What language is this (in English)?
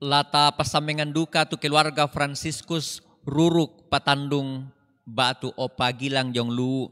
Toraja-Sa'dan